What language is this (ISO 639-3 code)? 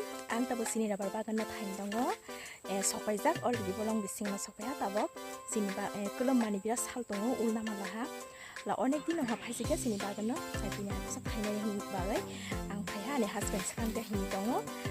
trp